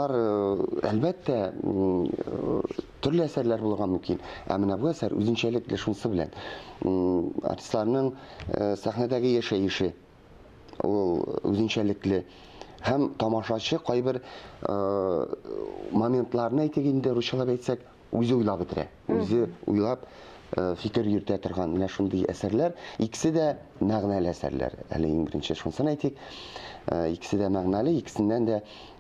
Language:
Tatar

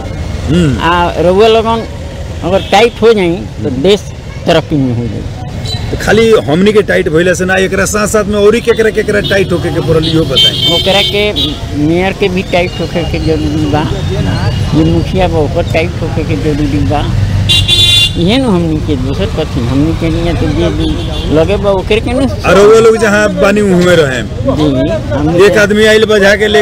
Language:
Bhojpuri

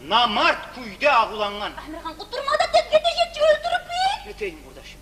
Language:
Kumyk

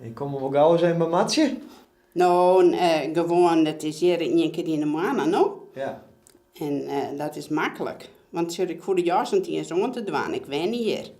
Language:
Western Frisian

